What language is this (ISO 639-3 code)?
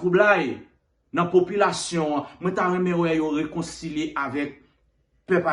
hat